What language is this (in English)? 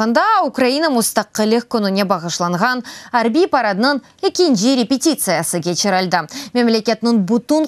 Crimean Tatar